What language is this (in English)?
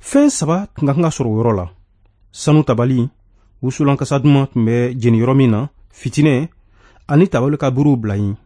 Bambara